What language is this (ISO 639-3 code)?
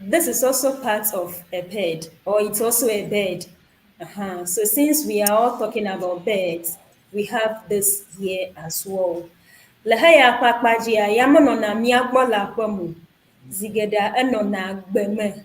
ewe